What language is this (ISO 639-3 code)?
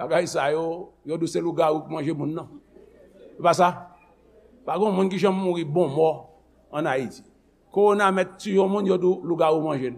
hat